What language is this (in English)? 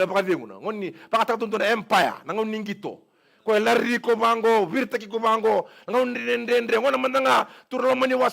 Fijian